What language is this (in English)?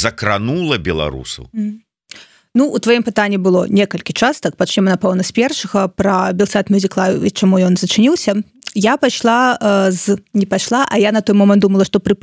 Belarusian